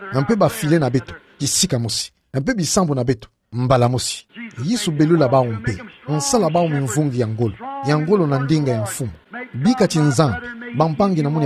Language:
Kituba (Democratic Republic of Congo)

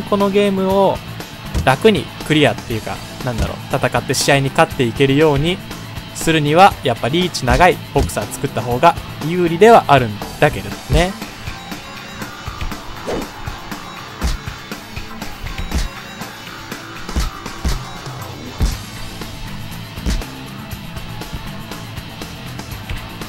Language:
Japanese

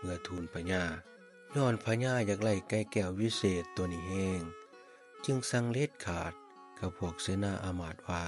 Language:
Lao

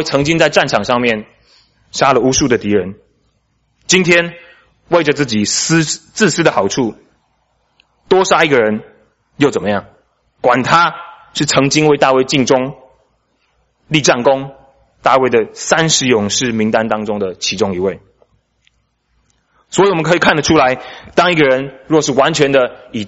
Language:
Chinese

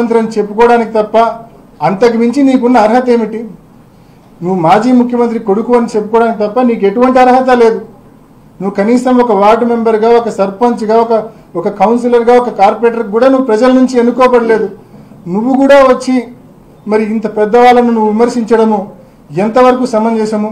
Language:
Telugu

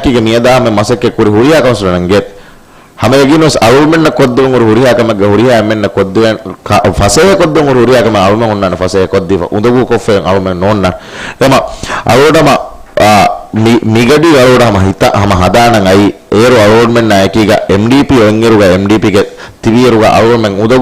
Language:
Divehi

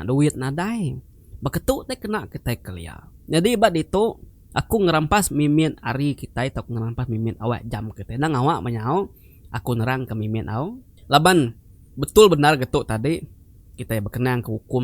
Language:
Iban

